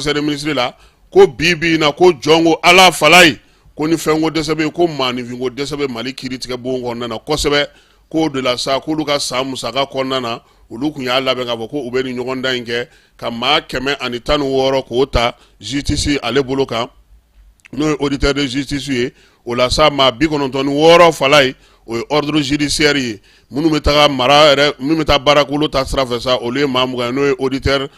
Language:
Bambara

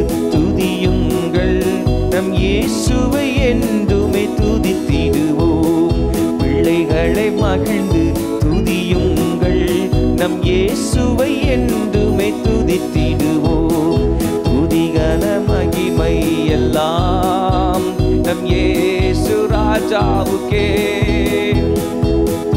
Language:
Tamil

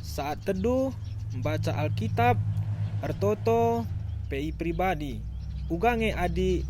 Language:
Batak Karo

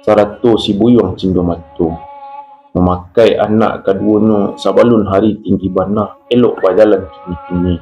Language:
Minangkabau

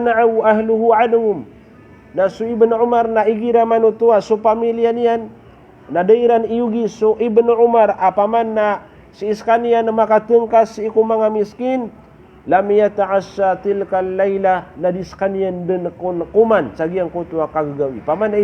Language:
Maranao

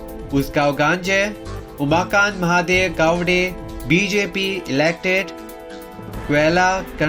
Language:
Konkani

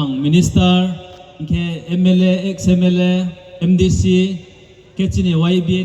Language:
Riang (India)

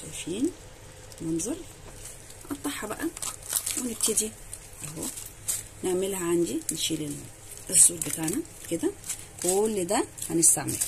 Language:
Egyptian Arabic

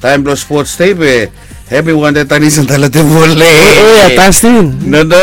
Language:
Bislama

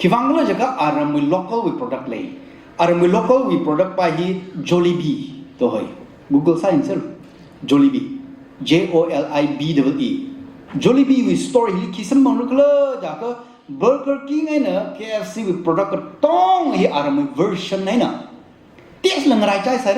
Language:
Tangkhul Naga (India)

